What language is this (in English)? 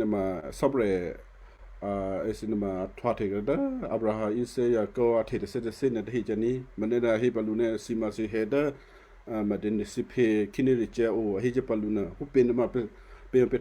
Western Kayah